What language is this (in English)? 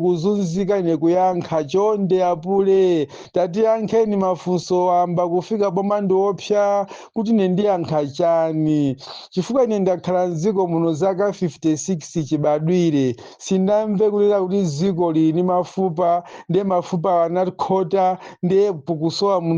Nyanja